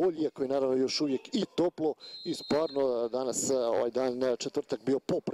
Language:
Croatian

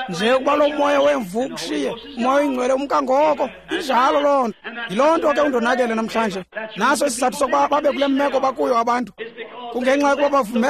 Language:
Xhosa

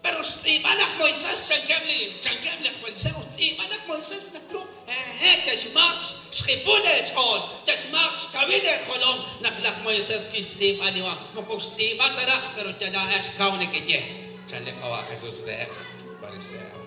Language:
Kekchí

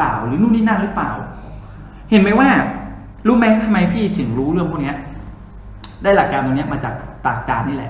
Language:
Thai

